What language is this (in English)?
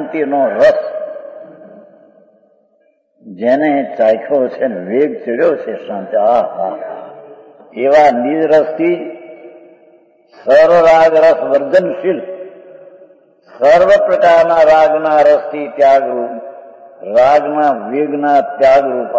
Gujarati